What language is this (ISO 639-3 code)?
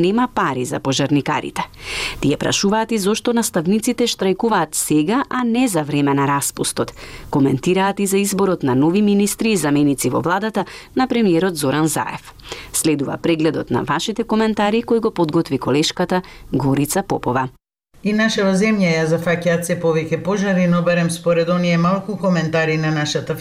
mkd